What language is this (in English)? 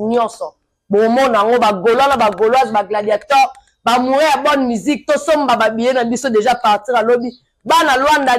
Lingala